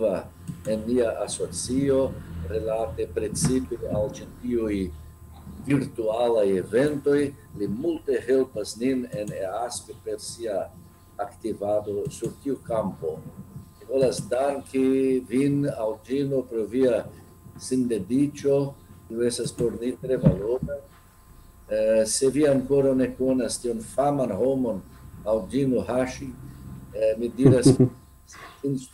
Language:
Esperanto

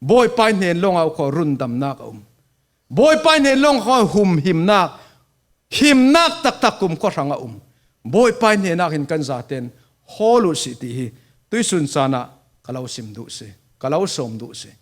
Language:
Falam Chin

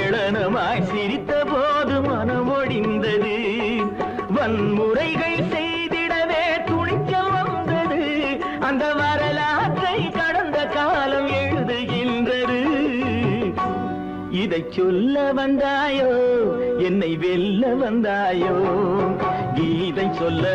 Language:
Tamil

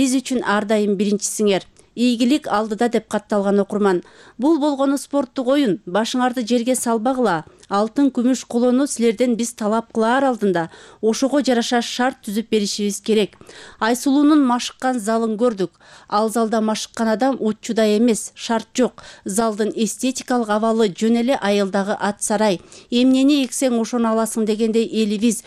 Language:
Kyrgyz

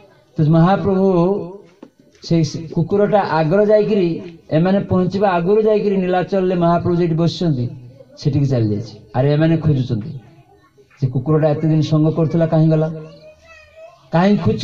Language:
Odia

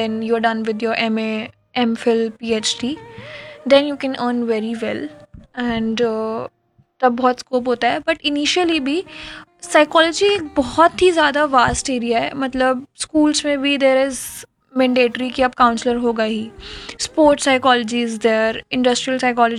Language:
Hindi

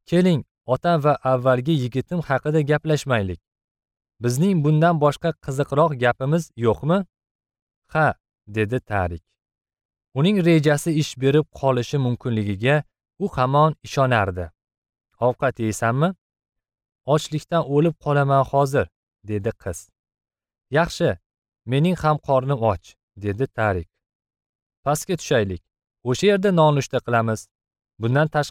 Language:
Uzbek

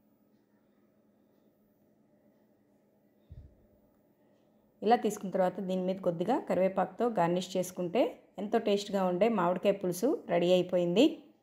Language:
Telugu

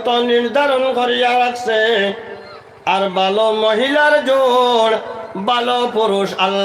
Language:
Sylheti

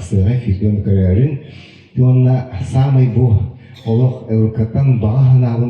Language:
Yakut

